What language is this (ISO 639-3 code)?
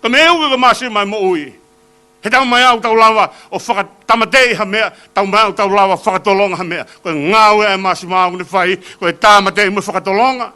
ton